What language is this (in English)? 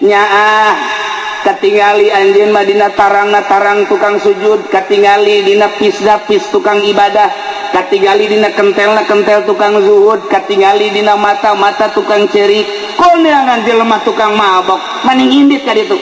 Sundanese